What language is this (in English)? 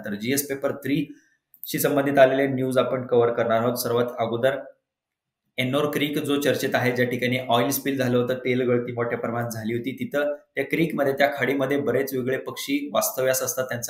Marathi